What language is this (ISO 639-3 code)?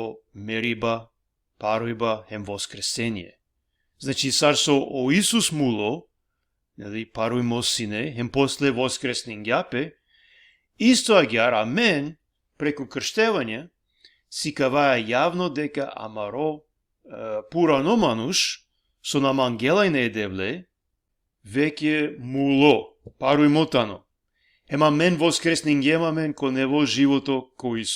rmn